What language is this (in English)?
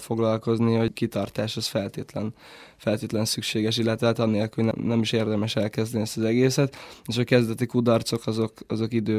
Hungarian